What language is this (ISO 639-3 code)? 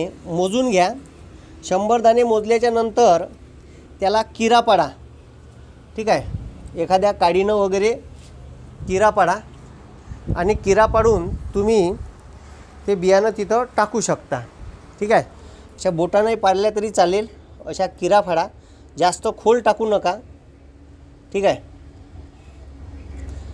mar